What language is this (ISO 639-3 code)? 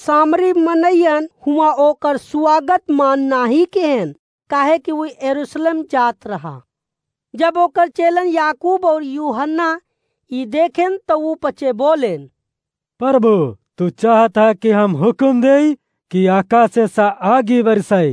awa